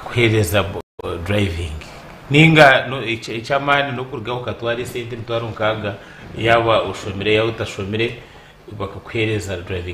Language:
Nyankole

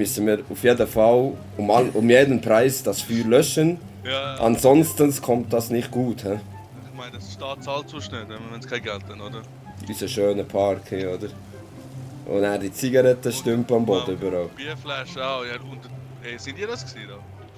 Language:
Swiss German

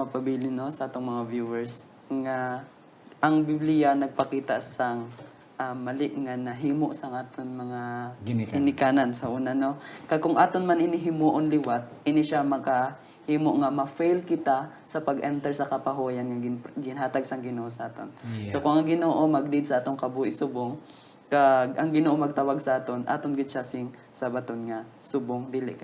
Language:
Hiligaynon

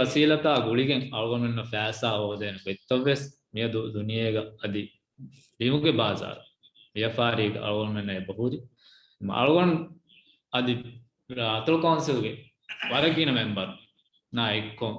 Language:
Divehi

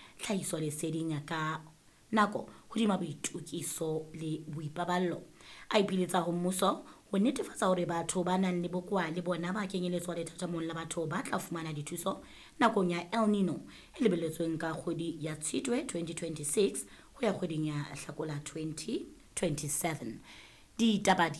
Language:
Southern Sotho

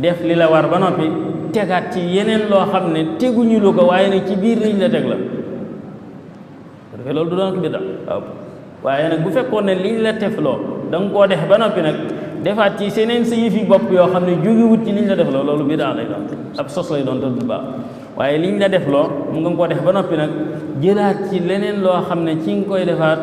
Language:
Wolof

